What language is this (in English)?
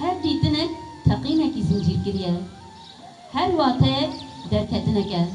Kurdish